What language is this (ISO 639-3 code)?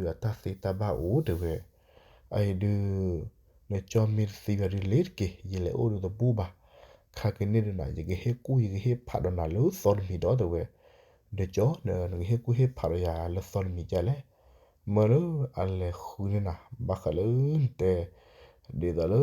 ksw